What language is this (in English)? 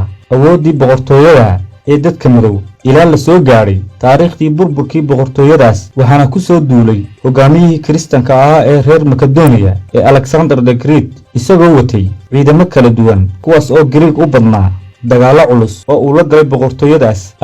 Somali